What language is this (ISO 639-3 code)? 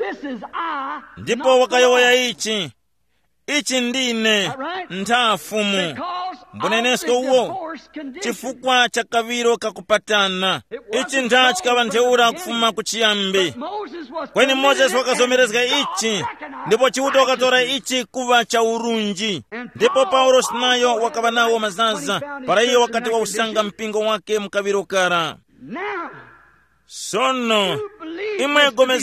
tum